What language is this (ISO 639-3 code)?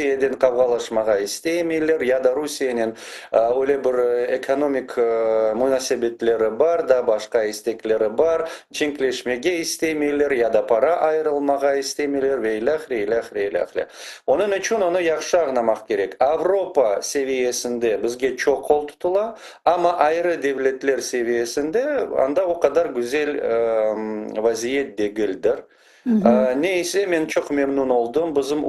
crh